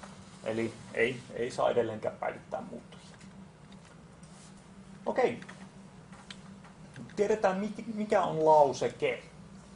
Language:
Finnish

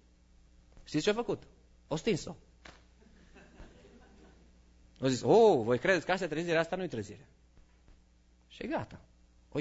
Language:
Romanian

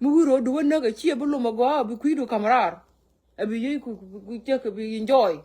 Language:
Nuer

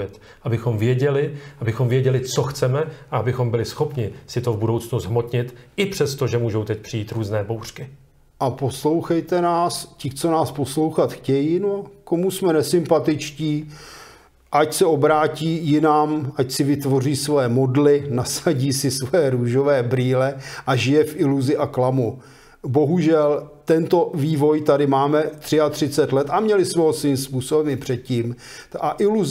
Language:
Czech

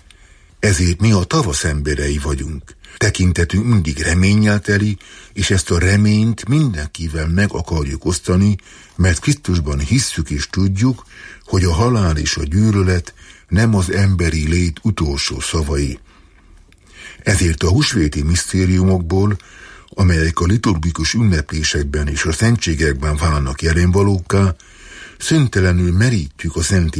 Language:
Hungarian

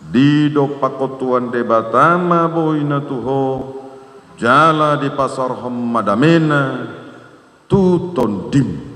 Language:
Batak Toba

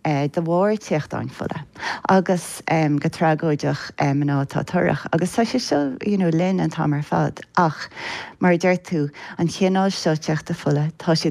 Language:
Irish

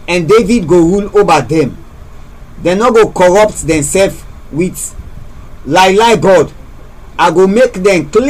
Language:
Krio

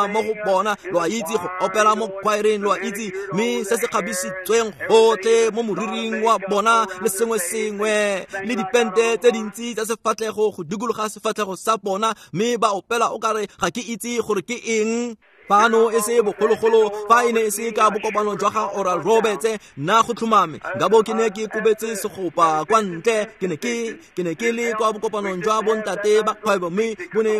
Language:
Tswana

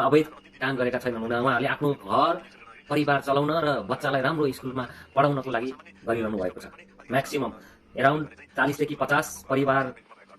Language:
Nepali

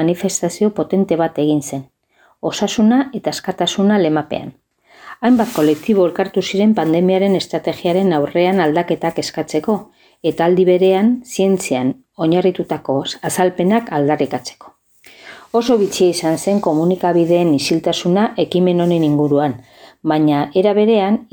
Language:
Basque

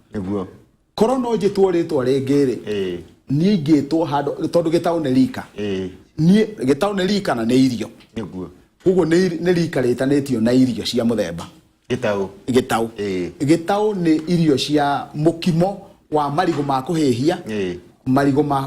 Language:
Kikuyu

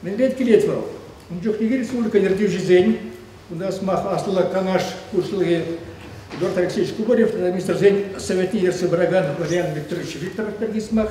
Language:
Chuvash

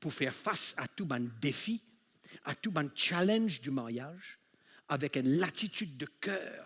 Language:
Morisyen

